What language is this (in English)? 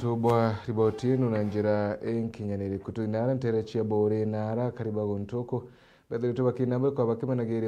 Meru